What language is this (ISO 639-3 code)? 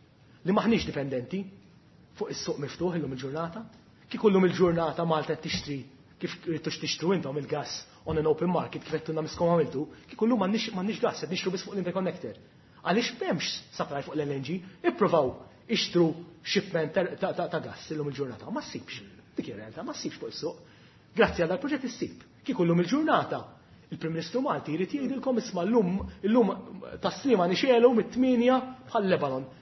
mlt